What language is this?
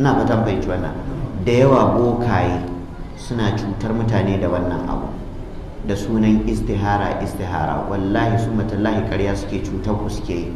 Hausa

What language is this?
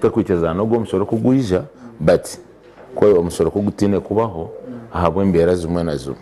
Nyankole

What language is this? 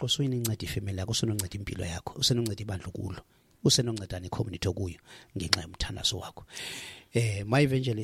Xhosa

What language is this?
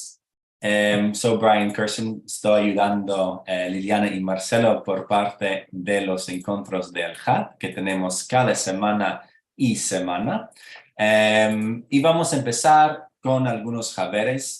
Ladino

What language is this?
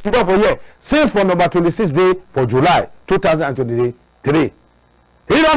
Cameroon Pidgin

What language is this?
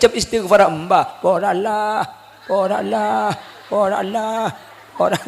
Madurese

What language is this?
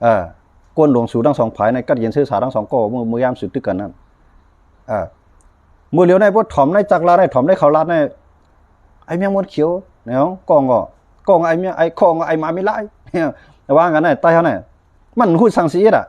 Shan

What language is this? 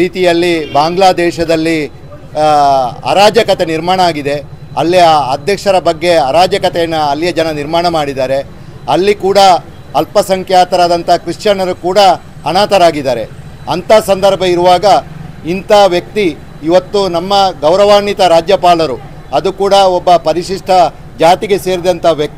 Kannada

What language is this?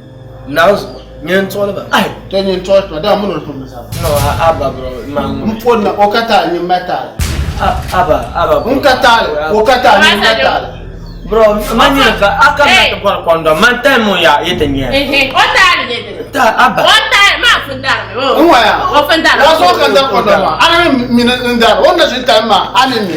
Dagbani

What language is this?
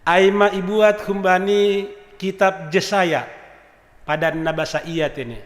Batak Simalungun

